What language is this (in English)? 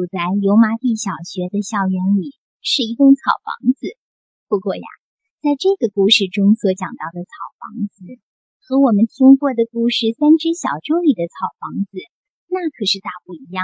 Chinese